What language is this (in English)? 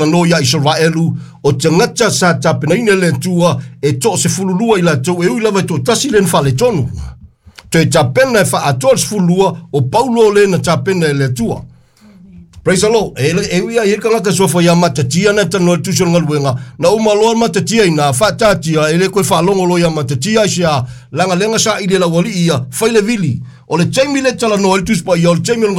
Samoan